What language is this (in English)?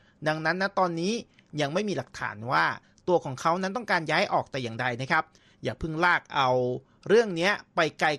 Thai